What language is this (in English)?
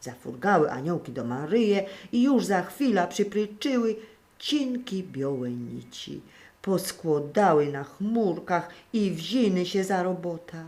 Silesian